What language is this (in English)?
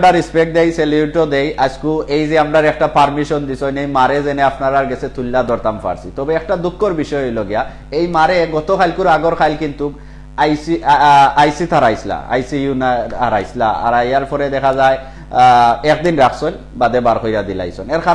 Sylheti